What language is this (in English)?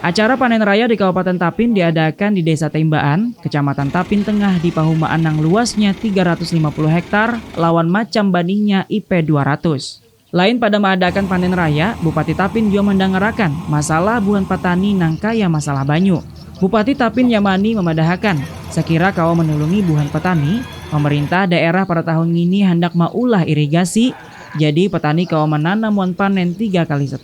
Banjar